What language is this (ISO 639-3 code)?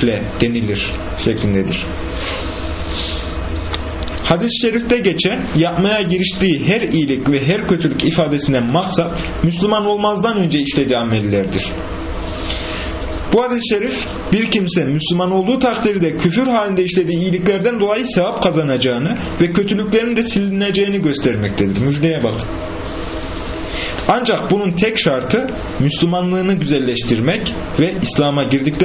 tur